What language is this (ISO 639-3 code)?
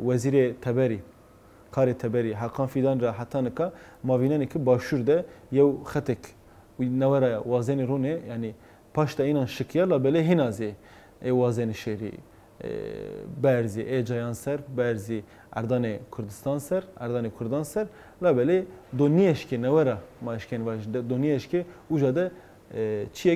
zza